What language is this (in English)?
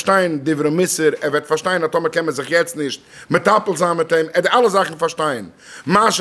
Yiddish